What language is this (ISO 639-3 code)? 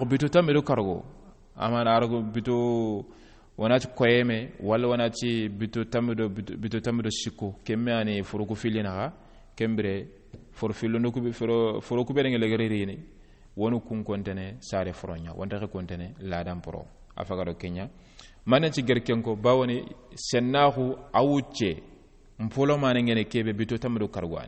snk